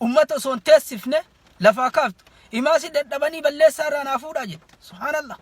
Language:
Oromo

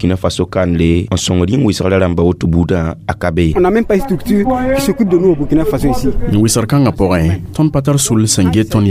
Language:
Mossi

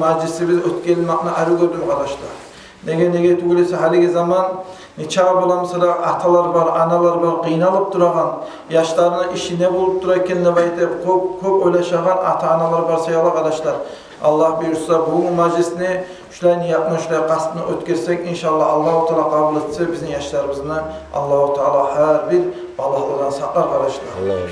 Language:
Kumyk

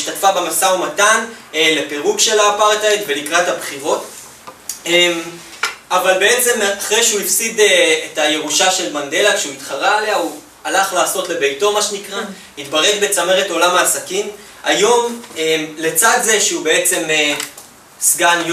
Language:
Hebrew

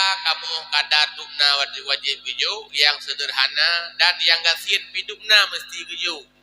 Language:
Achinese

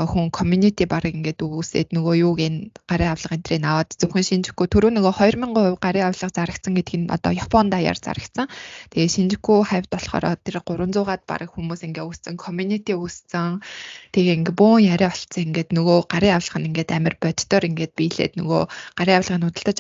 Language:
Mongolian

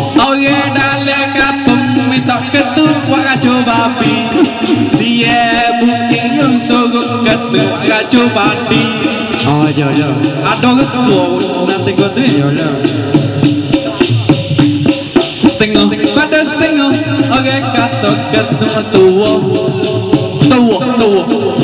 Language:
Malay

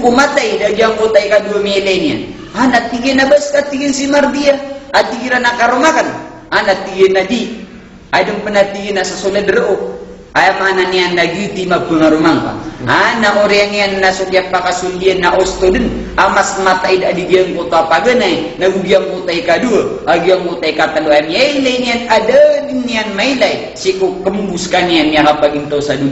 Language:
Maranao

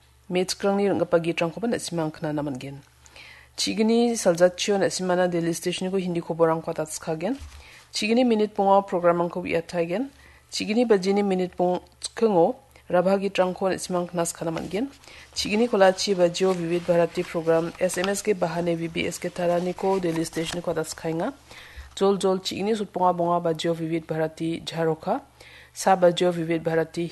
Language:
Garo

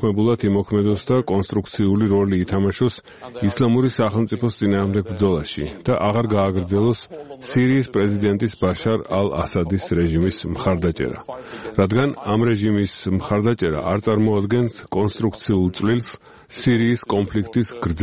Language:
Georgian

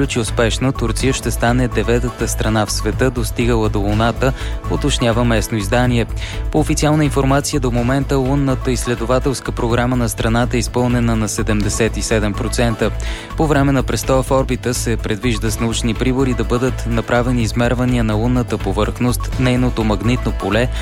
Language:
Bulgarian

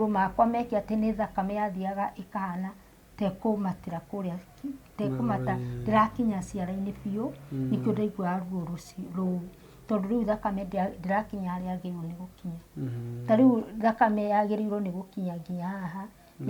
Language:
Kikuyu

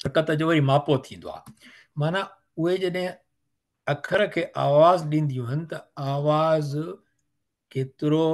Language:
Sindhi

